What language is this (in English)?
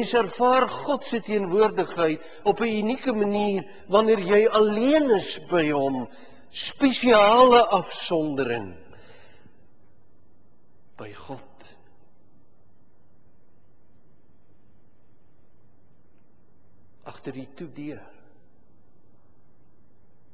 Afrikaans